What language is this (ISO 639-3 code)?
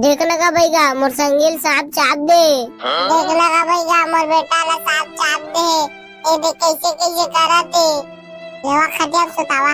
hne